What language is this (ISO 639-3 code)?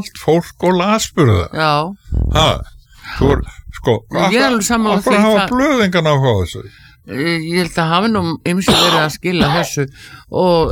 isl